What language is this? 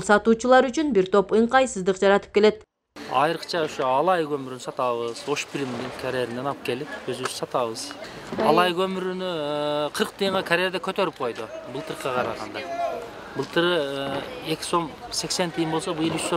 Kyrgyz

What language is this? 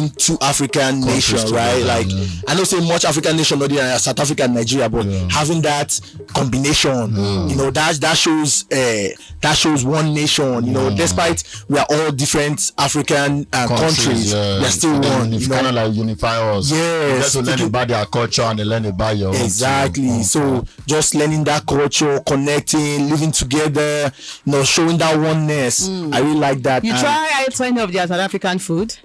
Nigerian Pidgin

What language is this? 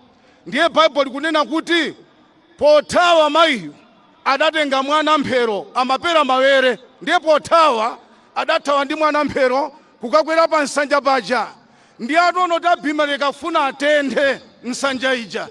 Nyanja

